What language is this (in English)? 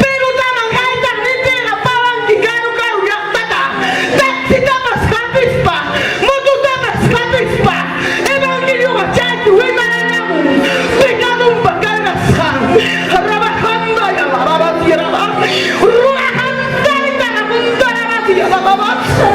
Ayacucho Quechua